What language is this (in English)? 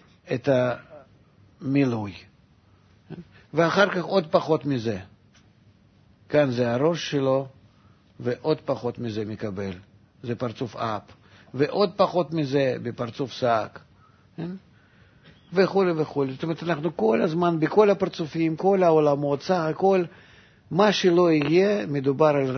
Hebrew